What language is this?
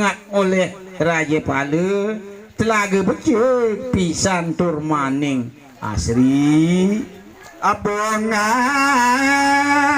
Balinese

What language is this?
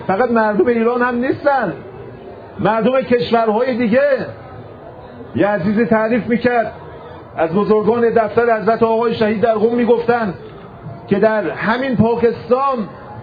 Persian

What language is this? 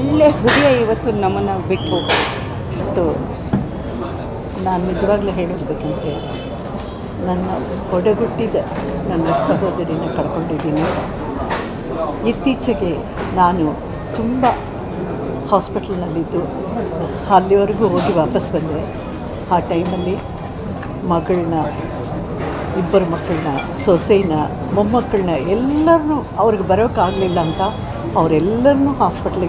Kannada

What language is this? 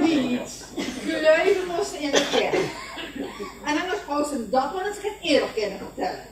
Limburgish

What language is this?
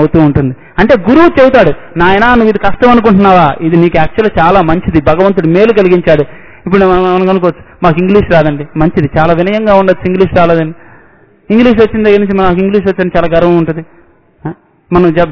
Telugu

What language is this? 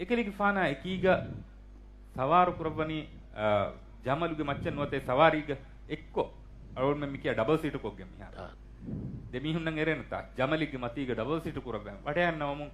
Divehi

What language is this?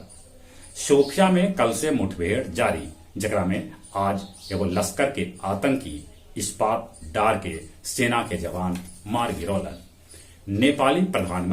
Magahi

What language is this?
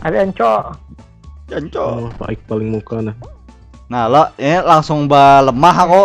Banjar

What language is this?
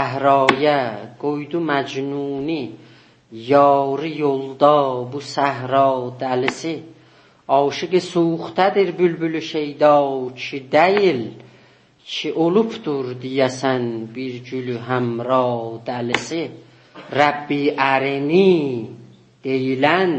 South Azerbaijani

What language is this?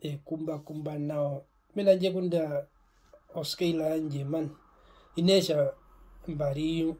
Herero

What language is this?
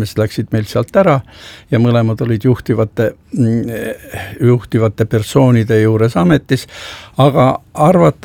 Estonian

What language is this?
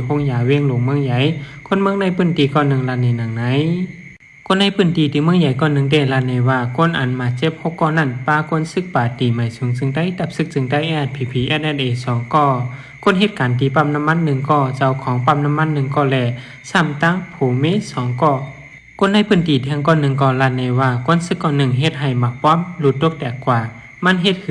Shan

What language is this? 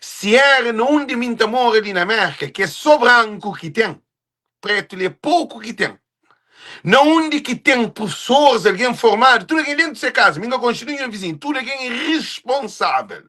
Kabuverdianu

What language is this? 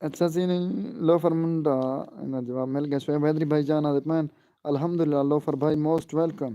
Saraiki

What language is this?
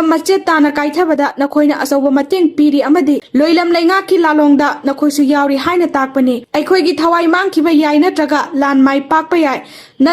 Manipuri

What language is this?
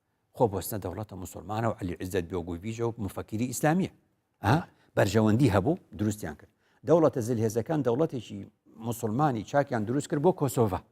Central Kurdish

